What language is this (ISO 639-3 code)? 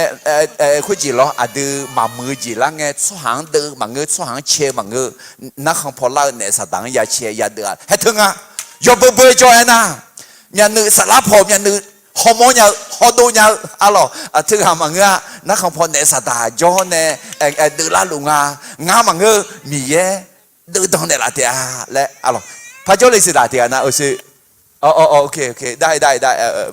ahk